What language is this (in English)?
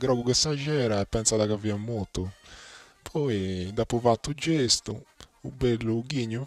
Sardinian